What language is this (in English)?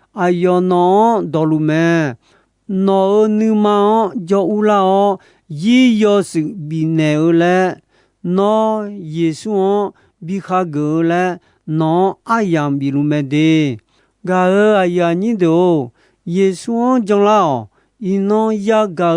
Akha